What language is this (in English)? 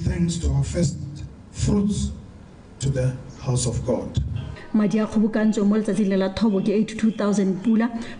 Tswana